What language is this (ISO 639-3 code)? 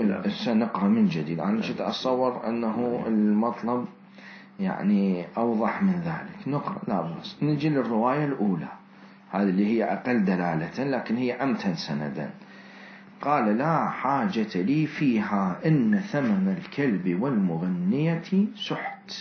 acm